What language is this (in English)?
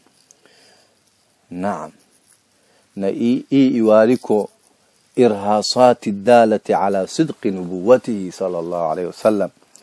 Swahili